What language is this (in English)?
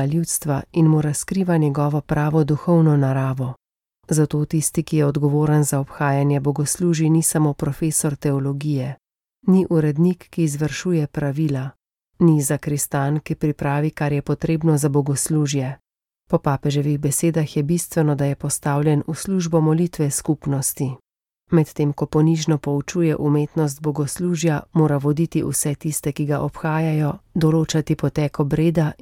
Slovenian